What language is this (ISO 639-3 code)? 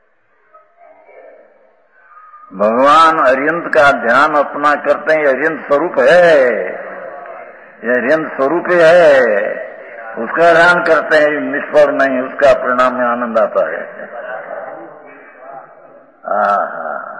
hin